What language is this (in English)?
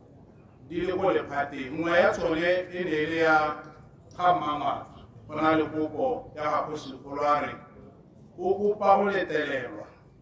Tswana